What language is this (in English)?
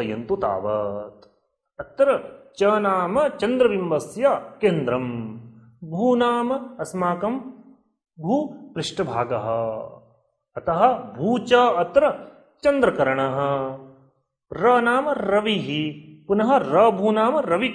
Sanskrit